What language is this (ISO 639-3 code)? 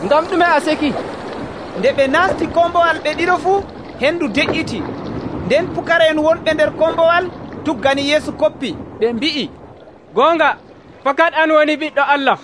fuv